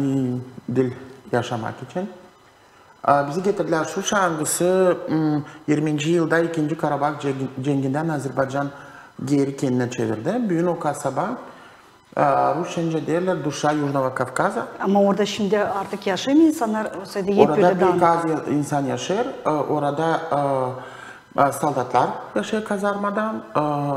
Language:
Gagauz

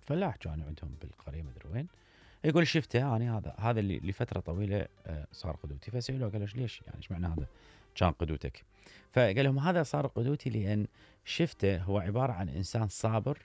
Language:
Mesopotamian Arabic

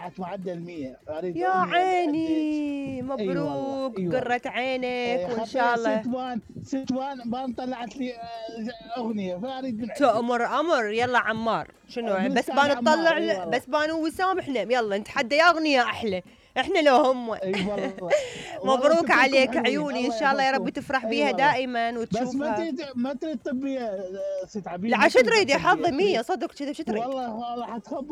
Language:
Mesopotamian Arabic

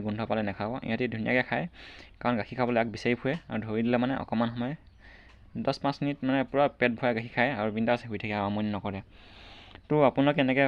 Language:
Assamese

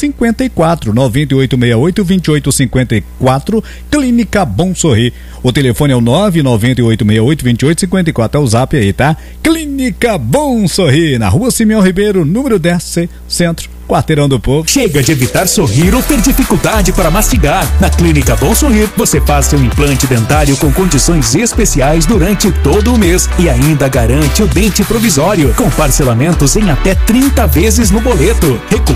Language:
Portuguese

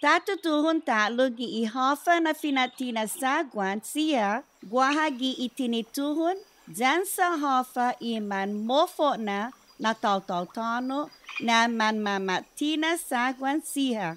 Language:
Chamorro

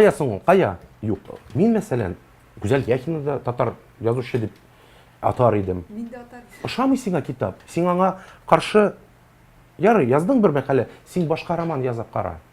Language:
Tatar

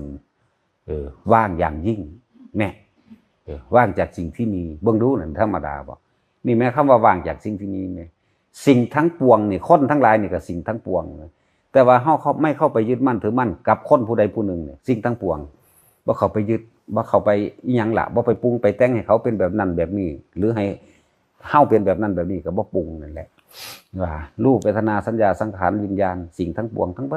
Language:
Northeastern Thai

